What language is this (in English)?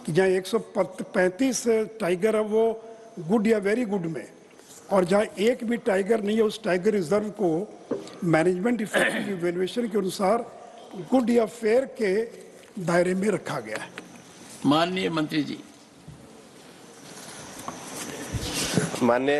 Hindi